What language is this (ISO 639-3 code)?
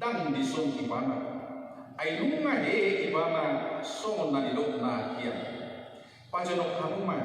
bbc